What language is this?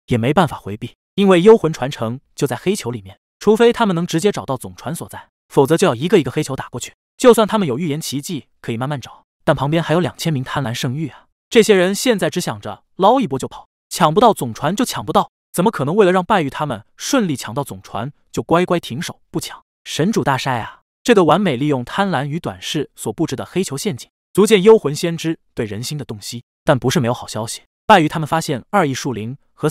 Chinese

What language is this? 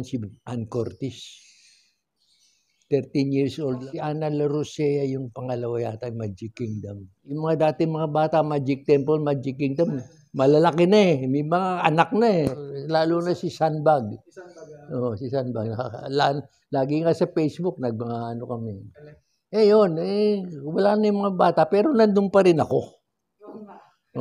Filipino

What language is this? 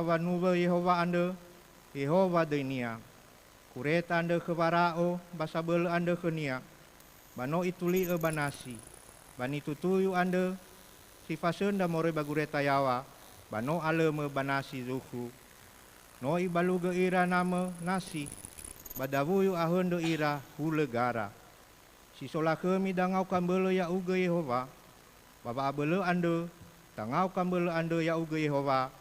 Nias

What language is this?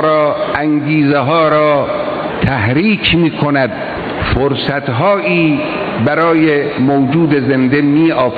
Persian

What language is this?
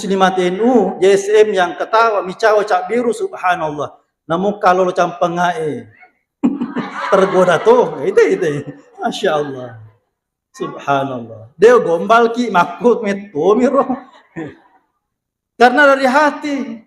Buginese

